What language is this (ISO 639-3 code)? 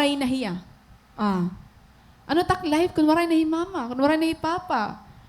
war